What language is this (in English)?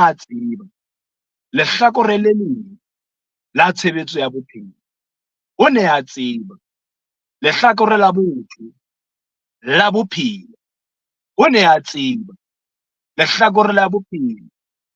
Southern Sotho